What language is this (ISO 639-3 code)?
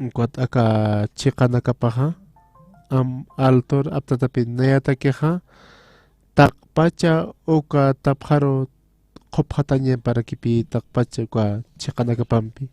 aym